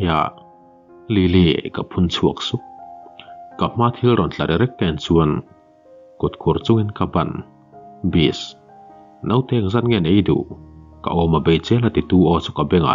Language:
Mizo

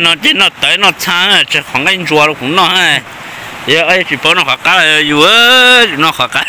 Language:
Hmong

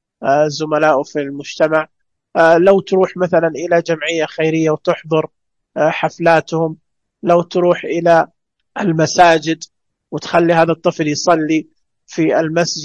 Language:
Najdi Arabic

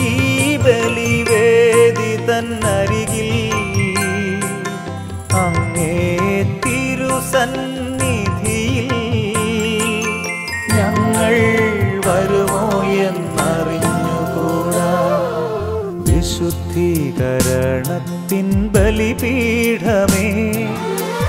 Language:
Malayalam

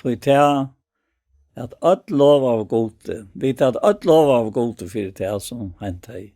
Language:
Faroese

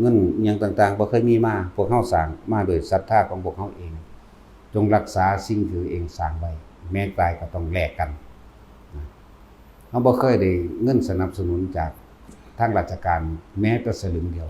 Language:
Northeastern Thai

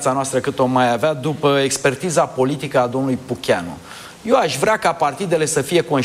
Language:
Romanian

